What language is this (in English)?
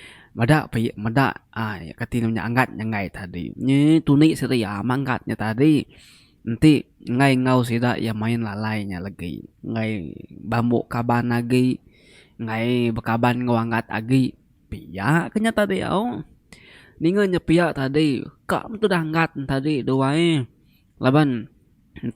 Iban